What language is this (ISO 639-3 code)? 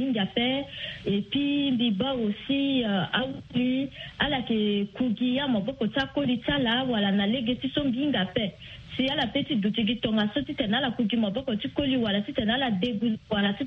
sag